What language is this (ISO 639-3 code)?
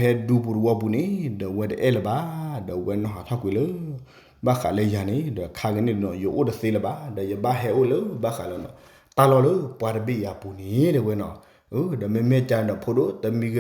ksw